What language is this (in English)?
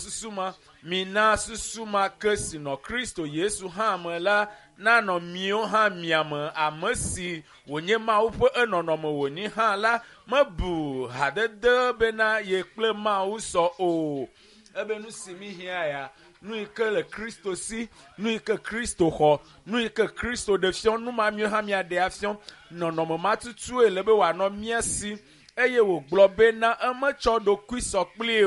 Ewe